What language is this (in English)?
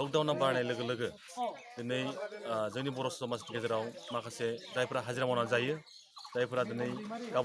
Bodo